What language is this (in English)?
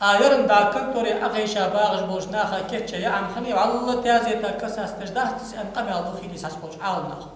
Ingush